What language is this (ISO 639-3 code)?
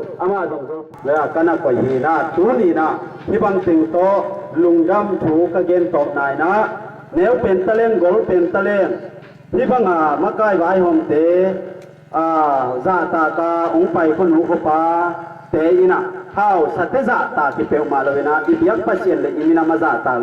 ctd